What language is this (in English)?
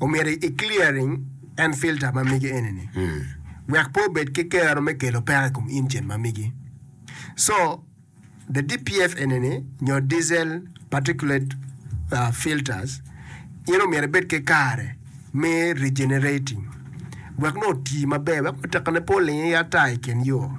Acoli